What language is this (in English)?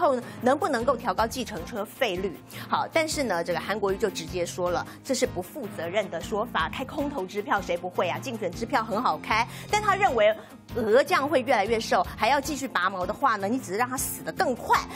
Chinese